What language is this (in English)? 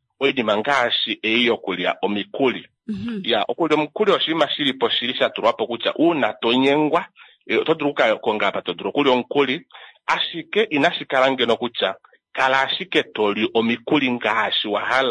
Kuanyama